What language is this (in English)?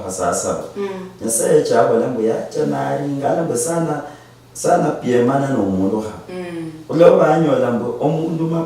Luyia